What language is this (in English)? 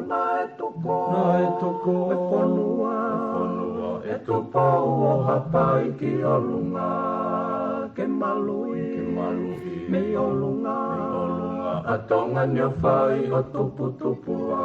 Tongan